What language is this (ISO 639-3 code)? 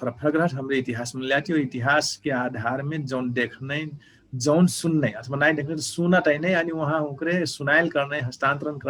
thl